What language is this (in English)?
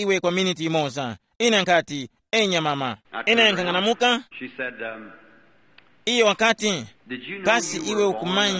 Tumbuka